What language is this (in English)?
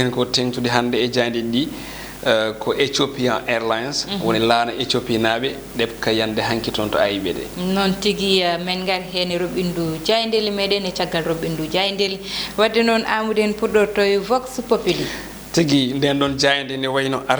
Fula